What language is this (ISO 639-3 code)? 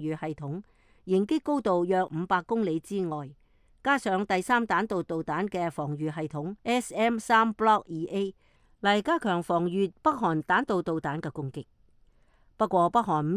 yue